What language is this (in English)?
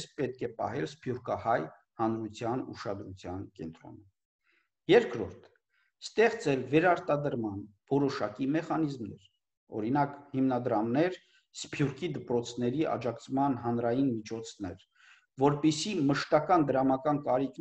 Armenian